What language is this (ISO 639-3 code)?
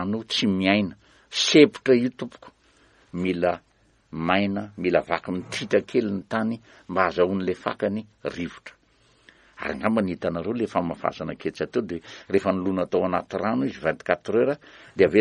mlg